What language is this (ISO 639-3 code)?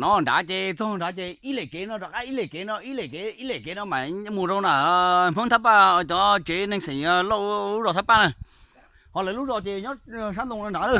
hmn